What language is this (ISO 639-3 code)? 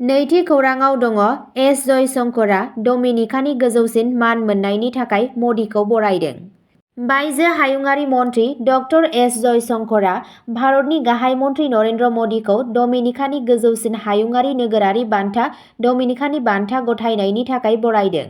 brx